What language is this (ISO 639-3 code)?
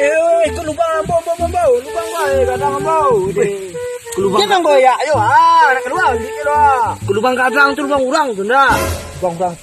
min